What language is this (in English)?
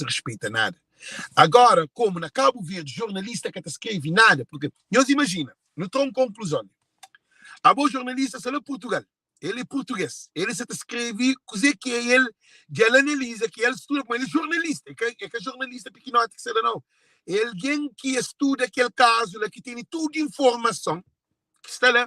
Kabuverdianu